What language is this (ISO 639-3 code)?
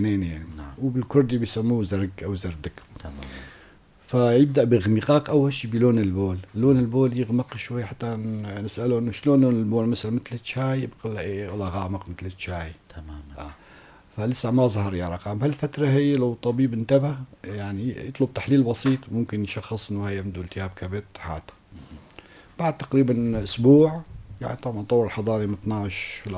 apc